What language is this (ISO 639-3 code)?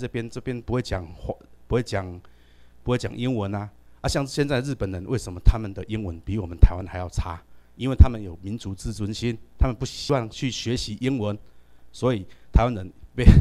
zho